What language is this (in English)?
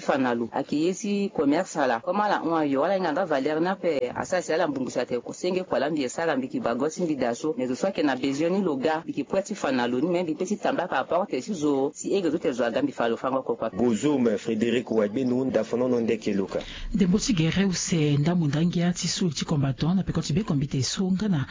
Sango